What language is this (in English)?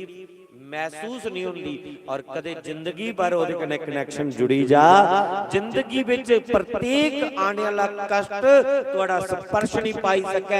Dogri